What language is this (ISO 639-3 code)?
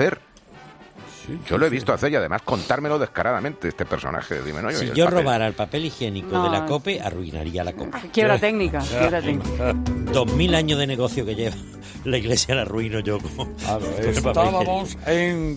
spa